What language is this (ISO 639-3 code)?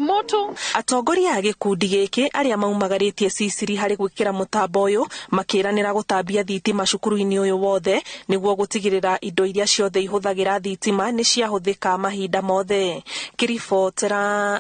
kik